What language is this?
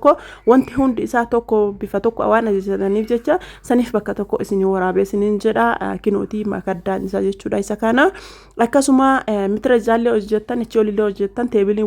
Oromo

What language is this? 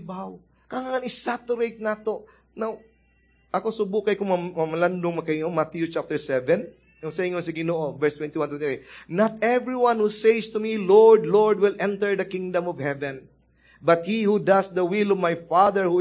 Cebuano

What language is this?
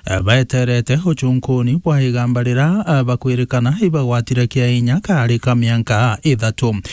Meru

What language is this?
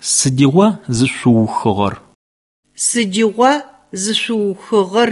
Adyghe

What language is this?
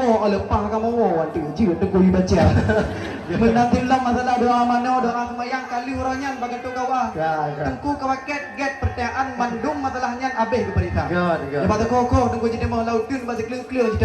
Achinese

